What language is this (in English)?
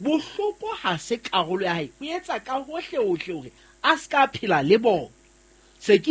Southern Sotho